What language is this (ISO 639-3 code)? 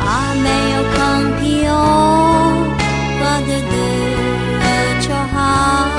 ahk